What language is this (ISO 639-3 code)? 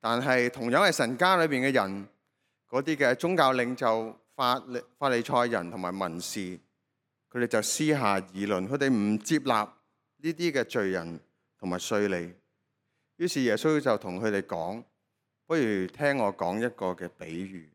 yue